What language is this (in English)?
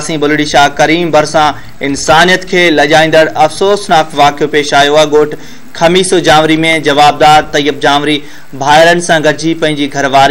Sindhi